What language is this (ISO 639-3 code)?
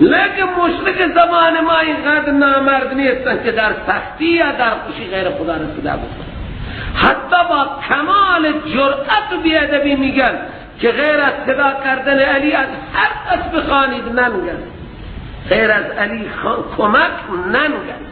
fas